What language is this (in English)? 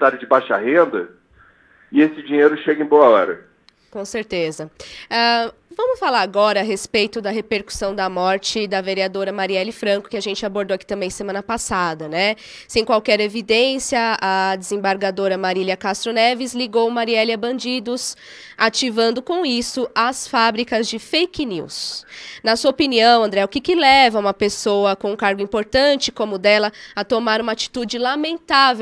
Portuguese